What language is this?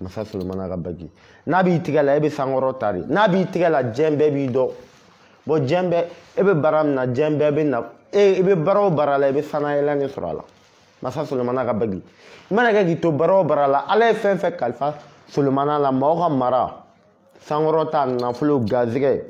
Bambara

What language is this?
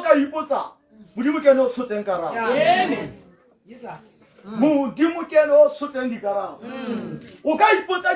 Tswana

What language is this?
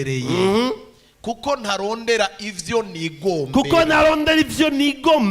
Rundi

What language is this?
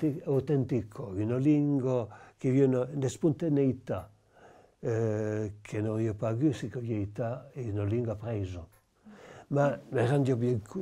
Occitan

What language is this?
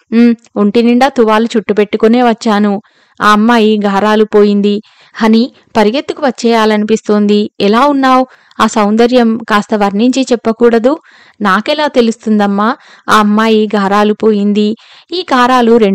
Telugu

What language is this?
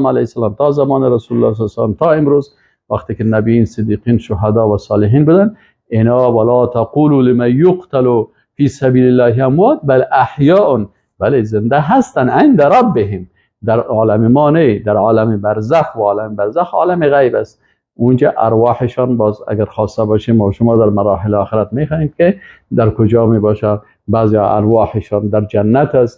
Persian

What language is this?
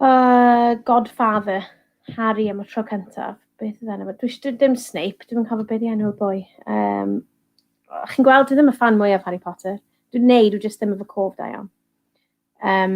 Welsh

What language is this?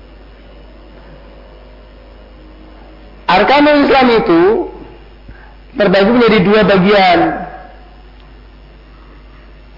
Indonesian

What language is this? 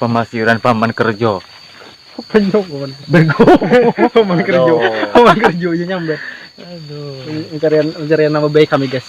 Banjar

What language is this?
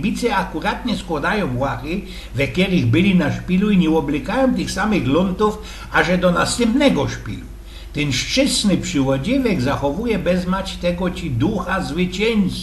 Silesian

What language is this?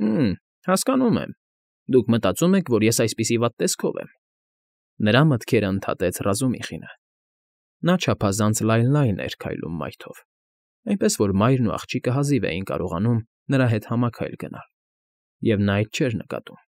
Armenian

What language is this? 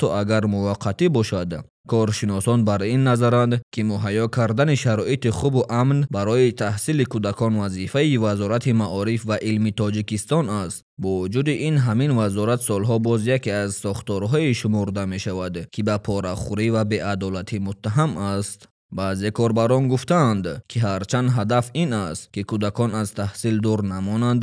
Tajik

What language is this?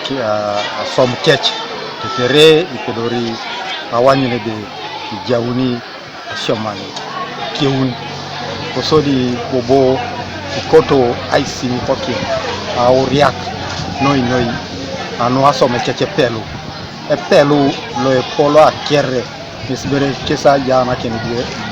Teso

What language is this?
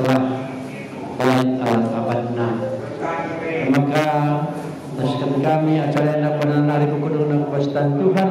Batak Karo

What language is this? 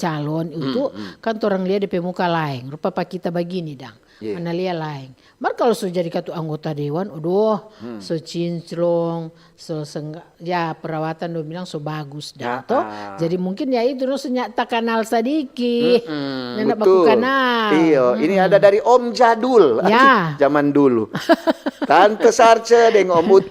Manado Malay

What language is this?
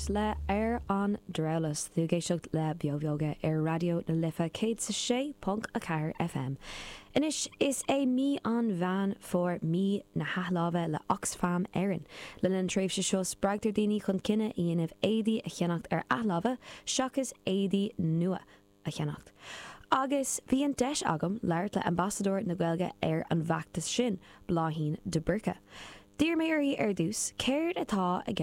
Irish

